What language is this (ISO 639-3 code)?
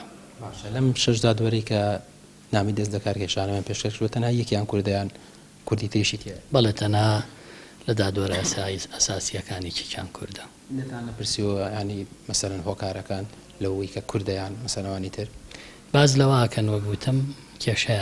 ckb